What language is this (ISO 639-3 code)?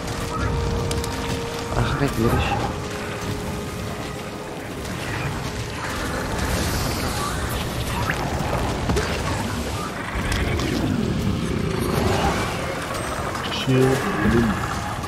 afr